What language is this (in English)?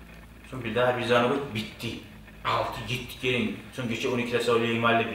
Kumyk